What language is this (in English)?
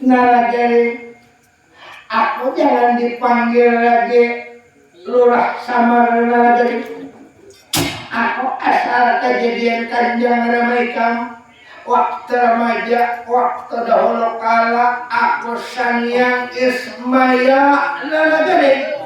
Banjar